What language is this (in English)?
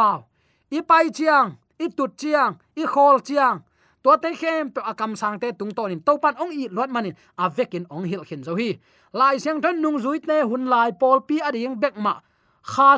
Tedim Chin